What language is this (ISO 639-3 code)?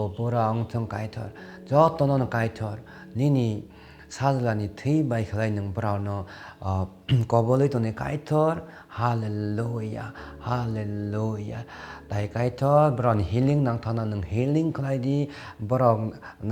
trp